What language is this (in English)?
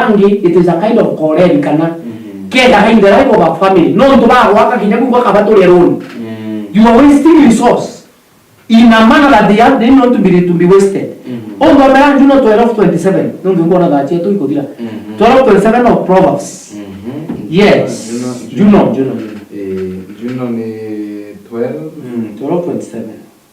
Meru